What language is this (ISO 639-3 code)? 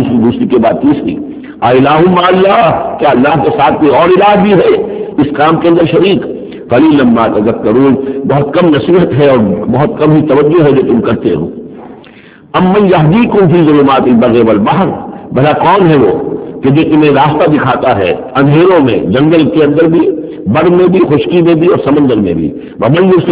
urd